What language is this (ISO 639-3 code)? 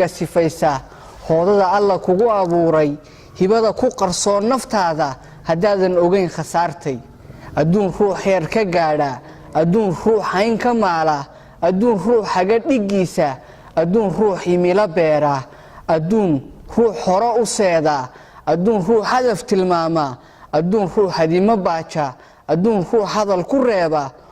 som